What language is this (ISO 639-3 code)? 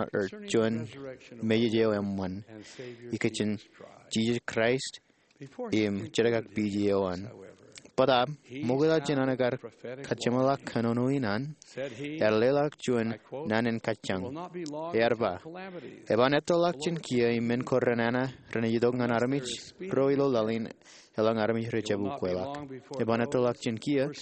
mah